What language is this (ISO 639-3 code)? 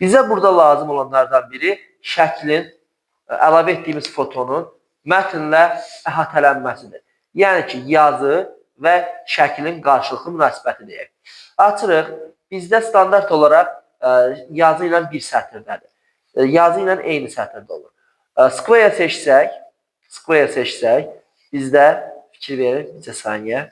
aze